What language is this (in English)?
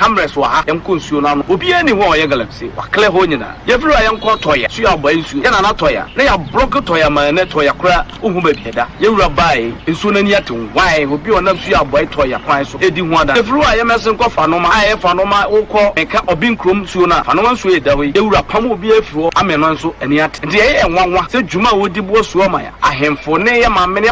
Akan